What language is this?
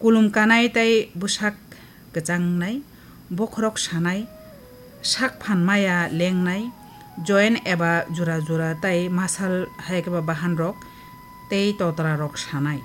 Kok Borok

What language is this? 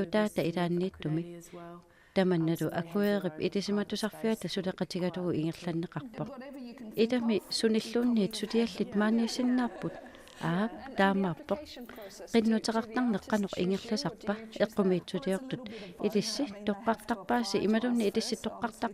Kalaallisut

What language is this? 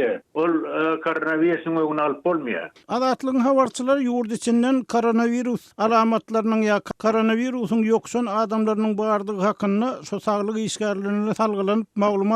Turkmen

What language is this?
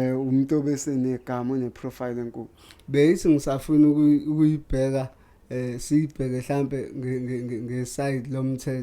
Zulu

